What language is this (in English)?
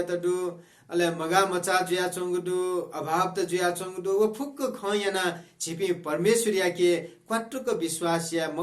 Newari